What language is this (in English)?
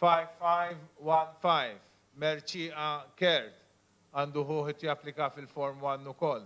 Maltese